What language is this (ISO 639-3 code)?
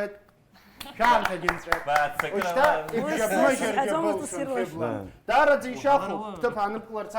abk